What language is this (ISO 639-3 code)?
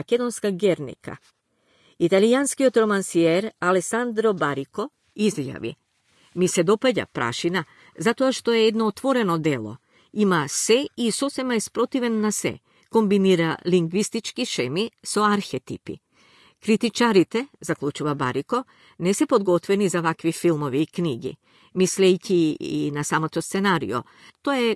mkd